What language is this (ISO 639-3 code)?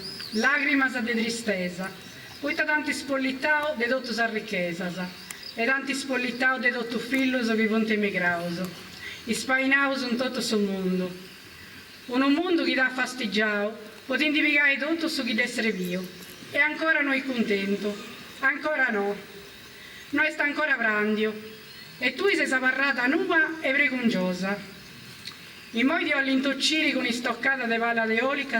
srd